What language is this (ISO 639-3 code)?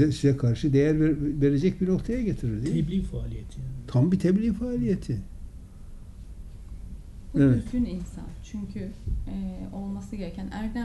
tur